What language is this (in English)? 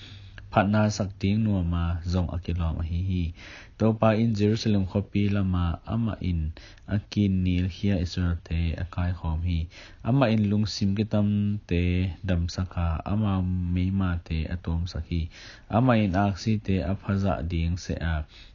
Tedim Chin